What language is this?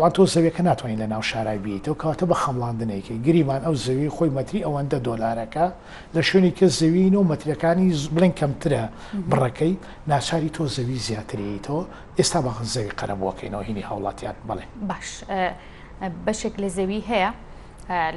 Central Kurdish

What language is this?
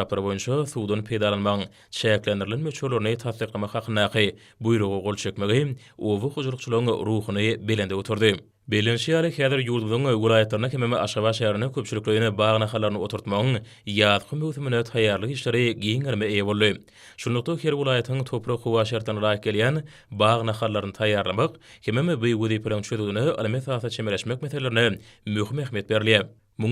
Turkmen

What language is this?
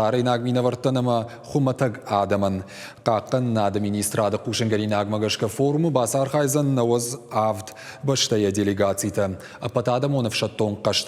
Ossetic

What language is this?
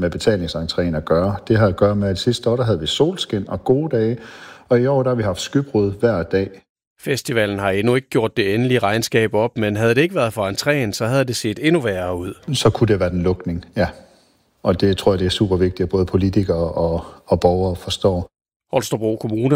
Danish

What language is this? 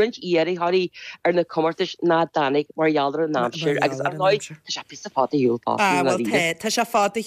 Irish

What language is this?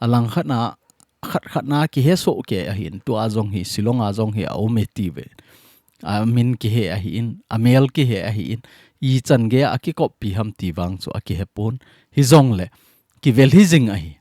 Thado Chin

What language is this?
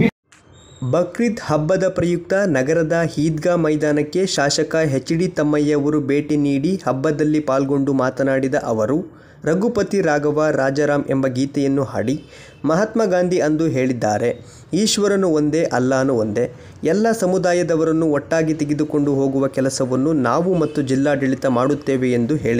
Kannada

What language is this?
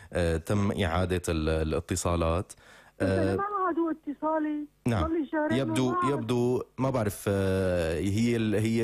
North Levantine Arabic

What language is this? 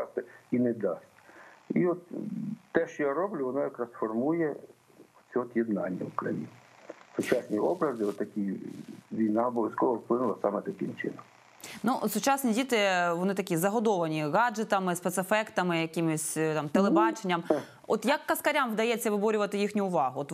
Ukrainian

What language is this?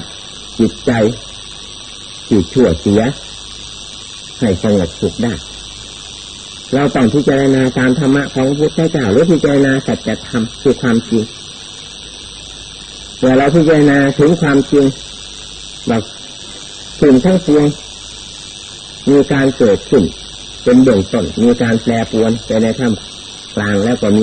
Thai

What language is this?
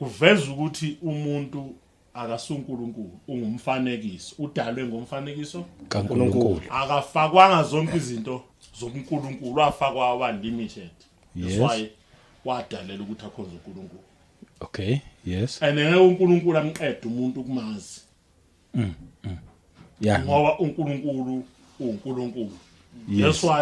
Zulu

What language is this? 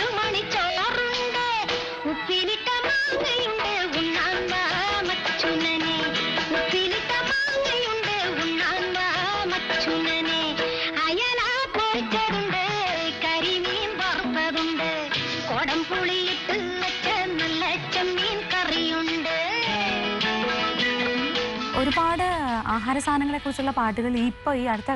Malayalam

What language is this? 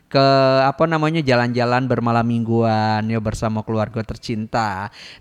Minangkabau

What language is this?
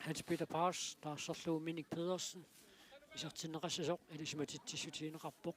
Kalaallisut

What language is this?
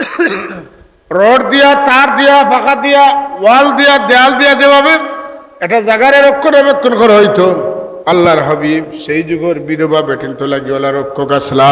Sylheti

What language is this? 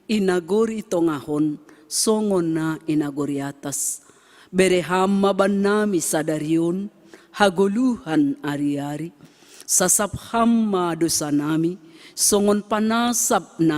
Batak Simalungun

